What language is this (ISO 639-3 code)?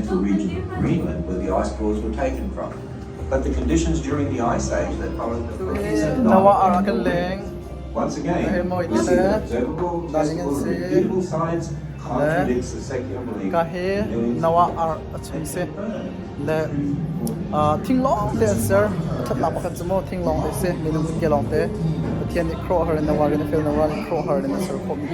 cnh